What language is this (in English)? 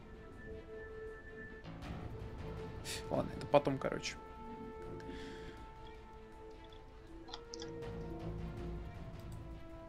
Russian